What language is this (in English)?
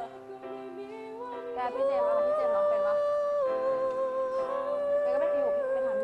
Thai